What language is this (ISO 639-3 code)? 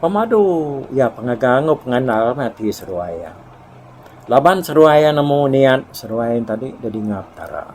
iba